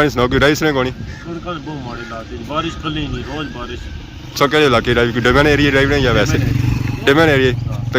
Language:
Pahari-Potwari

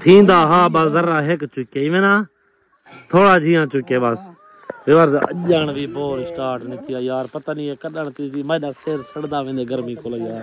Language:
Saraiki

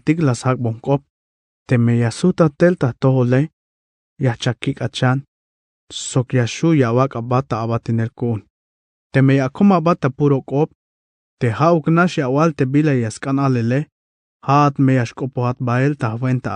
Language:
Tzeltal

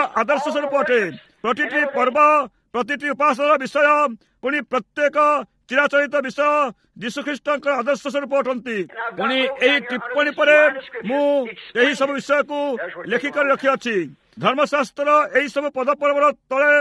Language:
Odia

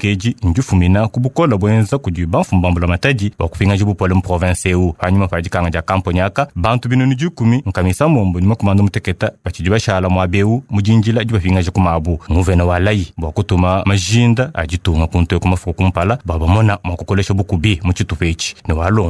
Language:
Luba-Lulua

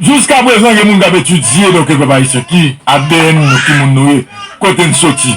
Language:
Haitian Creole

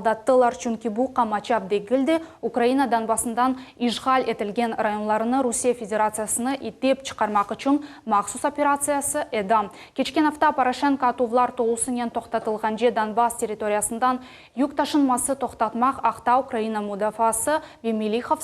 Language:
Crimean Tatar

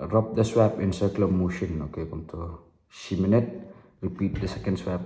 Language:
Khasi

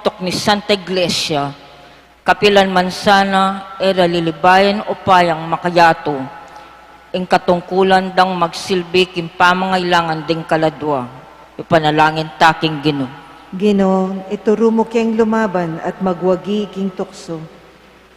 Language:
Pampanga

